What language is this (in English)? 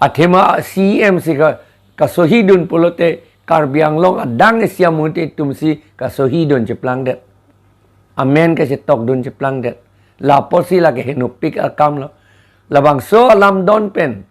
Karbi